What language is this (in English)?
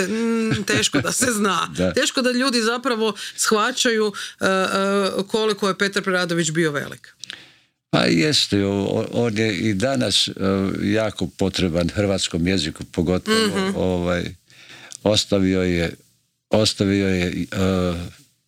Croatian